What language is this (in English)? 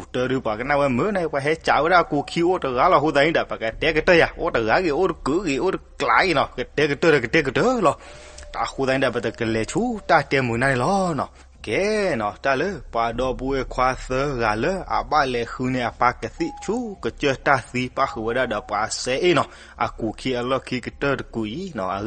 S'gaw Karen